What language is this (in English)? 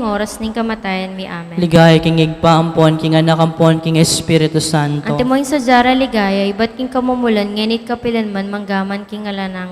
Pampanga